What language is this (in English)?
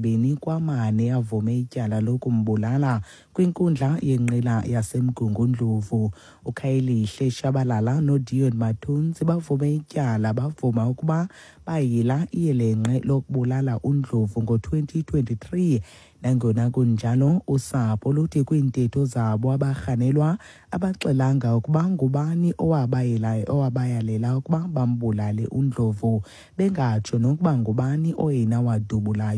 Xhosa